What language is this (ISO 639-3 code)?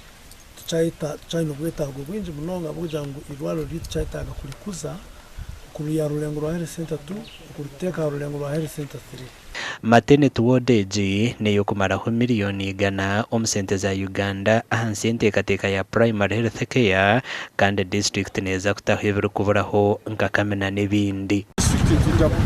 nyn